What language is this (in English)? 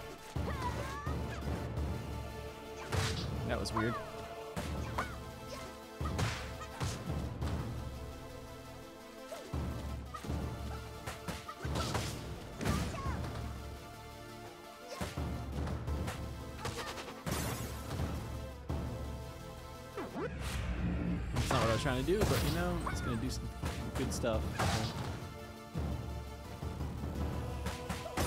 English